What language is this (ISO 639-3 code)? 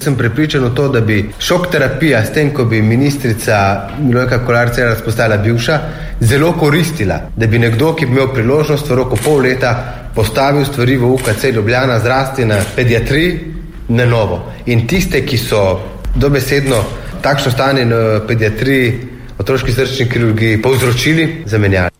slv